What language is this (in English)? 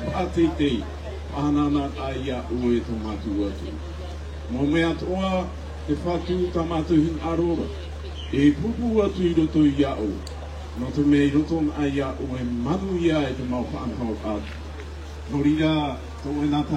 Tahitian